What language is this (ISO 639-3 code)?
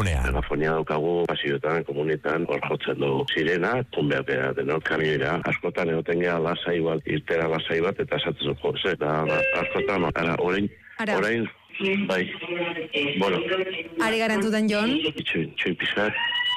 eus